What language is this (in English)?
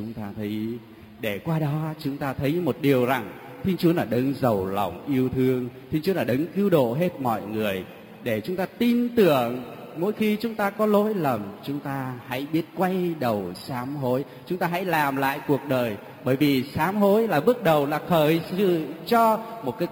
Vietnamese